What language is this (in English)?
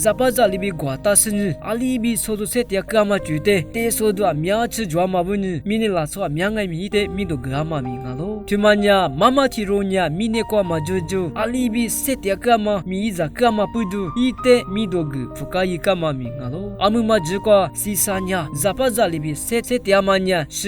Lisu